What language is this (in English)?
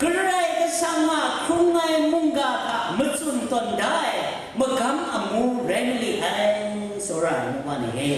Kachin